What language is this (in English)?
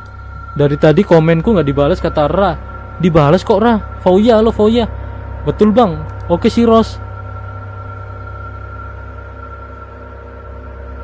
Indonesian